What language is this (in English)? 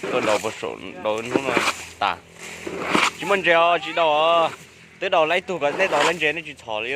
Hmong